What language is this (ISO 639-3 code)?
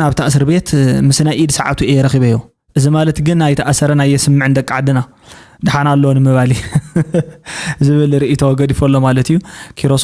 tir